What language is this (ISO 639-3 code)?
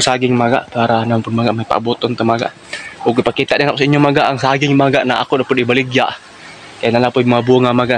ceb